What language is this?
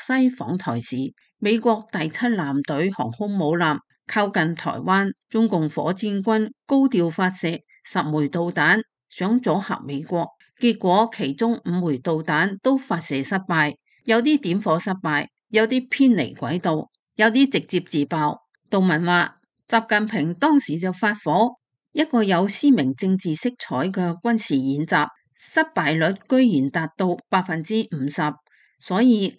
Cantonese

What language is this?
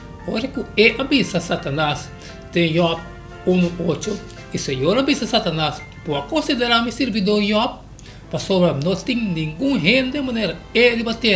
Papiamento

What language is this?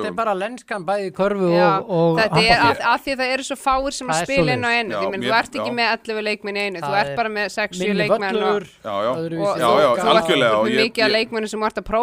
Icelandic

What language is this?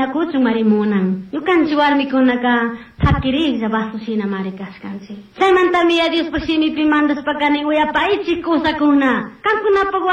Chimborazo Highland Quichua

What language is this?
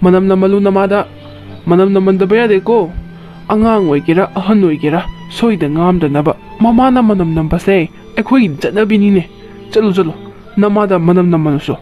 Manipuri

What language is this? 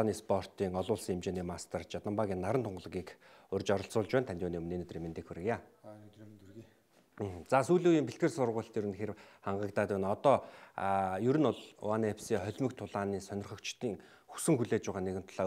Mongolian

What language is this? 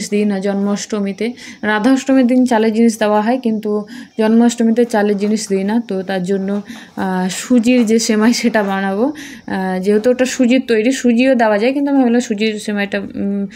Bangla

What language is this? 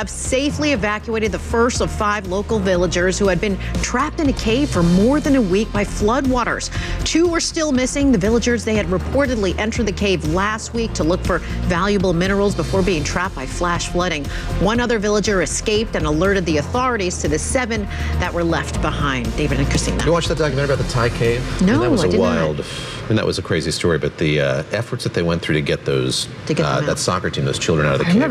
English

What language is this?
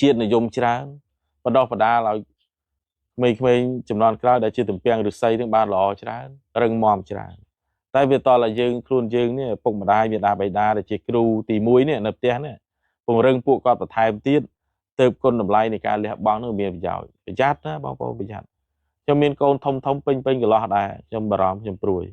Khmer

